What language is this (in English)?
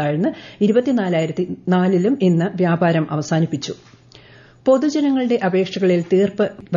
Malayalam